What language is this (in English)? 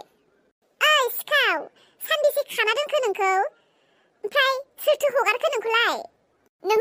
Bodo